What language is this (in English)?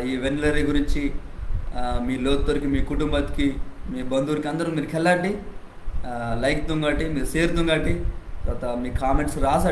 Koya